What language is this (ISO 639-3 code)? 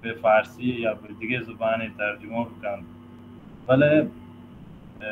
bal